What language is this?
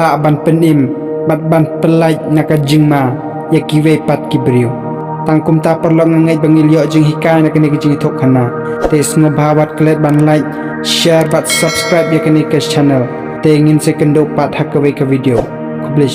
Khasi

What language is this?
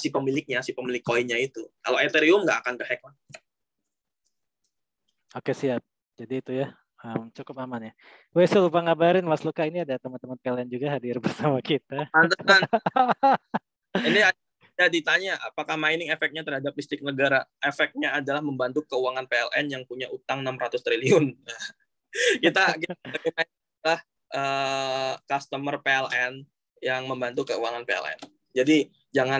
Indonesian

